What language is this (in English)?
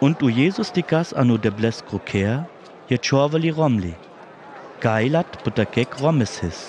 Sinte Romani